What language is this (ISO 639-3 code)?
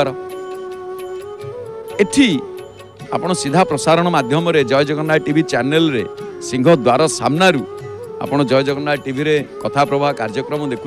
ori